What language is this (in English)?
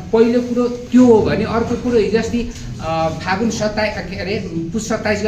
Nepali